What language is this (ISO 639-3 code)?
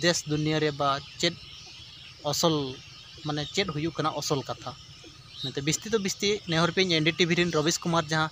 sat